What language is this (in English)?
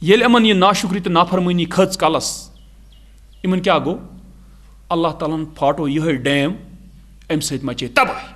Kashmiri